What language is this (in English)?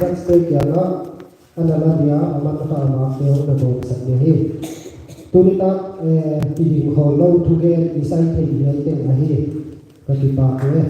Paite Chin